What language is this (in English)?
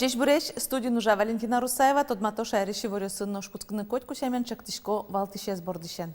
Udmurt